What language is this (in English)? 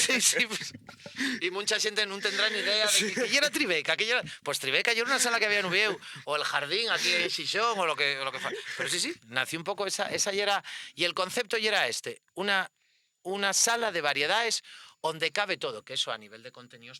Asturian